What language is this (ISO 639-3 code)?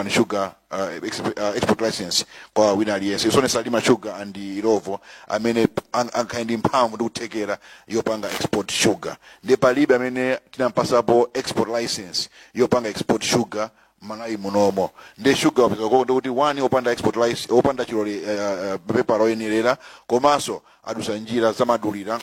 nya